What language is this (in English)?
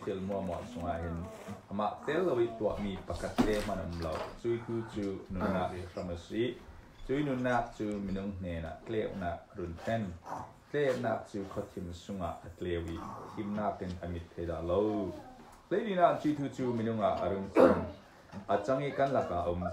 Falam Chin